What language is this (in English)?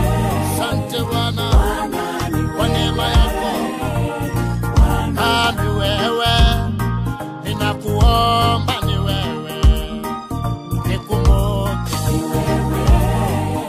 Swahili